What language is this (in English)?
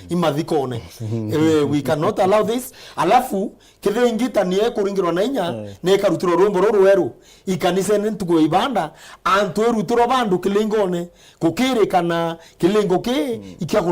Meru